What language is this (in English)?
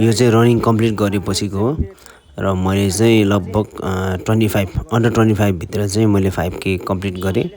Nepali